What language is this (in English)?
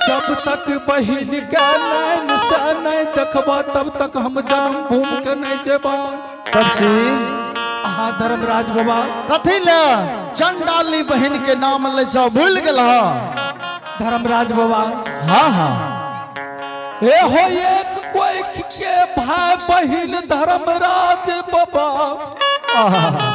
Angika